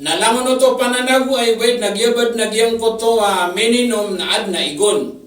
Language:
Maranao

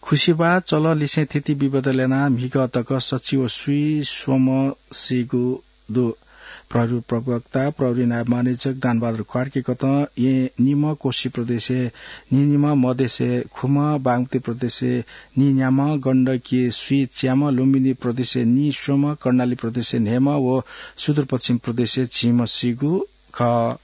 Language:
Newari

